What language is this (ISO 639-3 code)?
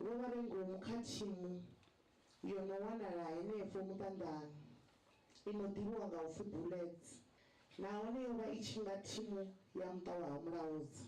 ven